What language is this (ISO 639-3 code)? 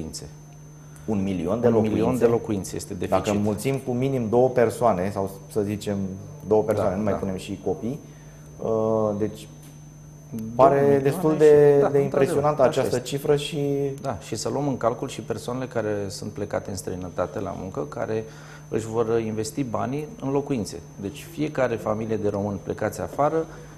ron